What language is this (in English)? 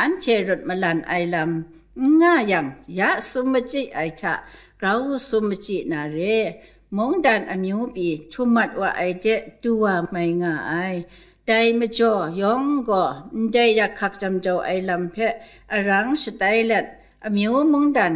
Kachin